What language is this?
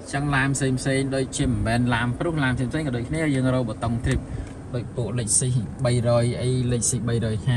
Khmer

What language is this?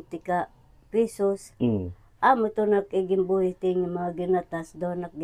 Waray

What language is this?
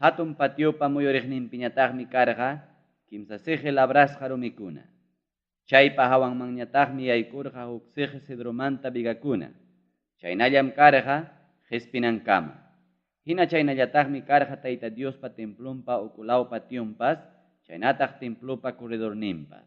Ayacucho Quechua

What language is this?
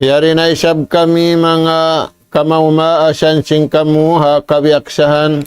Tausug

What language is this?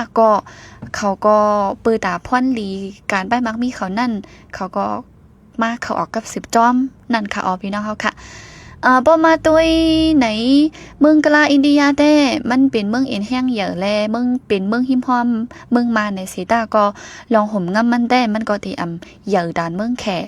Shan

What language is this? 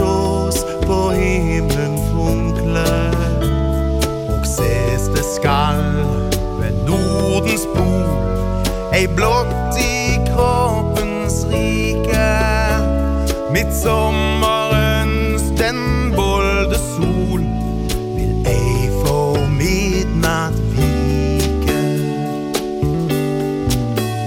Danish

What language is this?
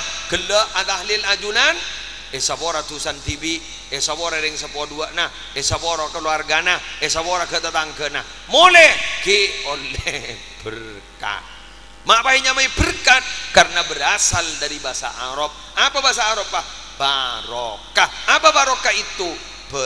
Madurese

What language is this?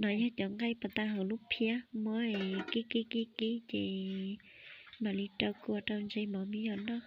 Hmong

